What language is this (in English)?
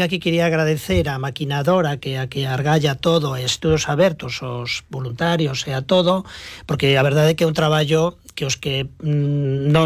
Galician